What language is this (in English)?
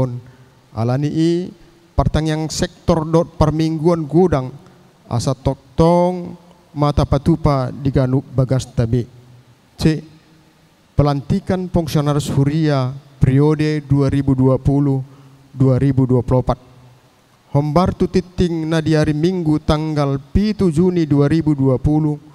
Batak Toba